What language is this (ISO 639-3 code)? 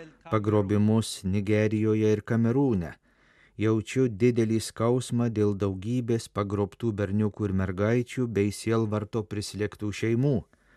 lit